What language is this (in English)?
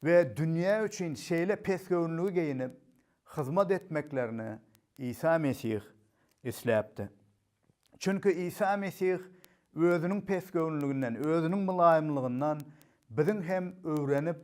Turkmen